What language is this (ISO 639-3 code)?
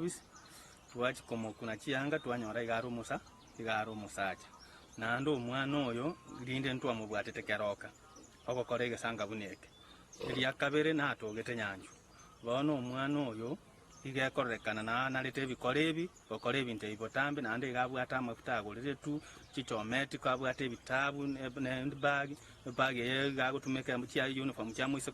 guz